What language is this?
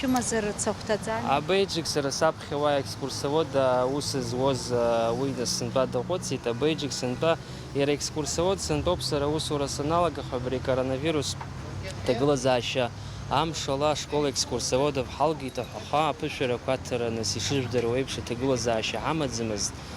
Abkhazian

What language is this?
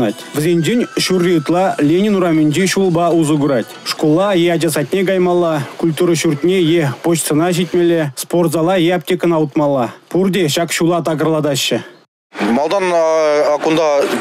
Chuvash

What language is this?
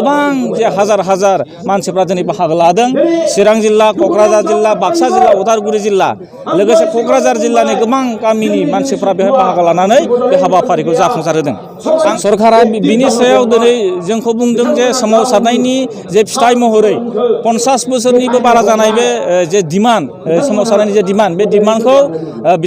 Bodo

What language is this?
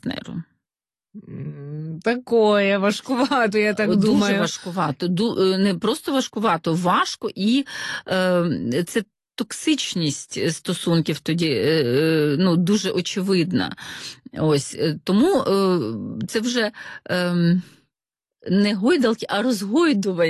Ukrainian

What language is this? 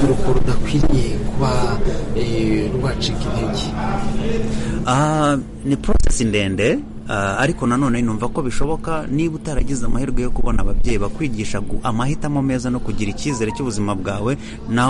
Kinyarwanda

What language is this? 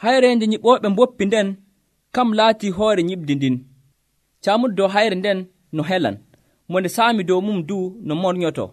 Nigerian Fulfulde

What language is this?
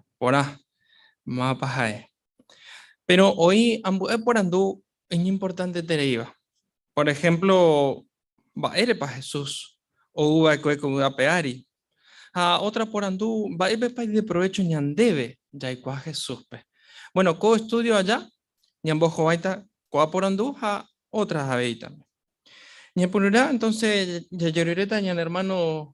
Guarani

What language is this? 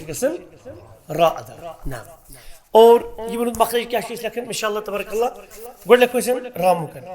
Kashmiri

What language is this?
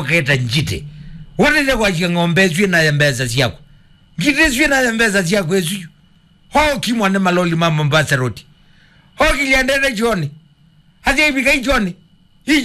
Kamba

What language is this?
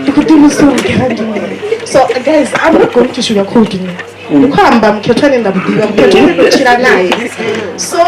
Venda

